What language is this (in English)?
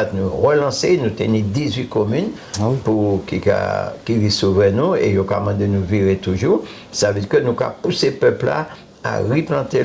Guadeloupean Creole French